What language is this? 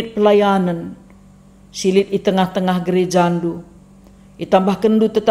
Batak Karo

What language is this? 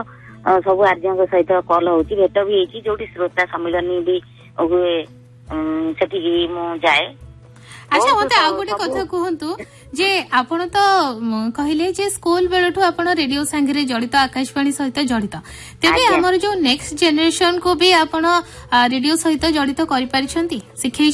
Odia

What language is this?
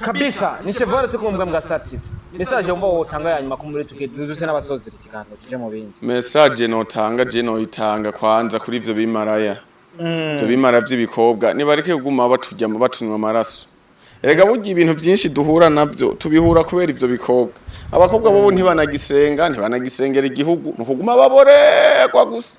Rundi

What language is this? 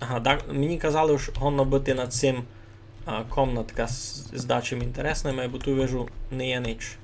Rusyn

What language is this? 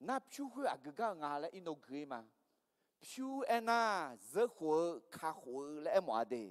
Akha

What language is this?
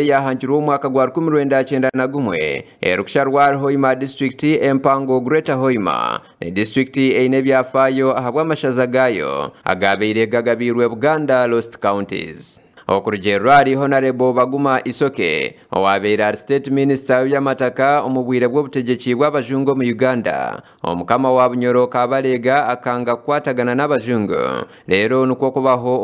Nyankole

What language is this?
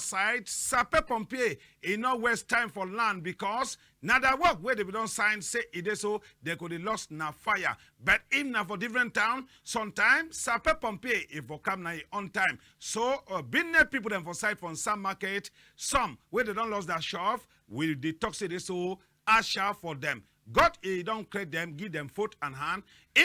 Cameroon Pidgin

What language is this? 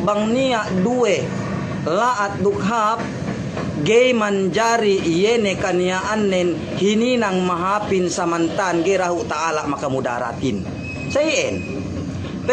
Yakan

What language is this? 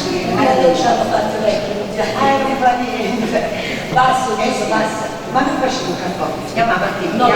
Neapolitan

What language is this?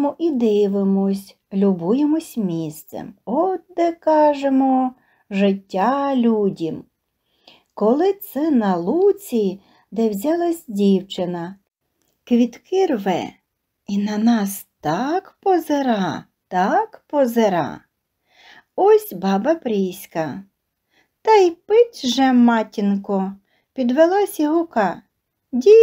Ukrainian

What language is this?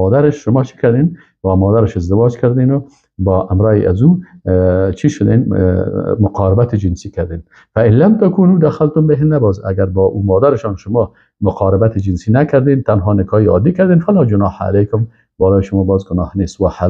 Persian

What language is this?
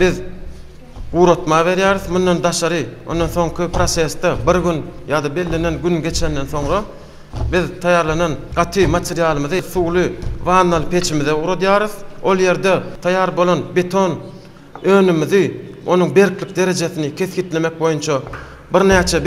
Turkmen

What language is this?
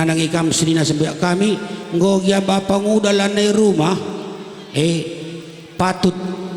Batak Karo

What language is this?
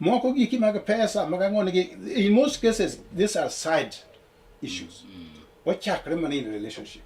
Luo (Kenya and Tanzania)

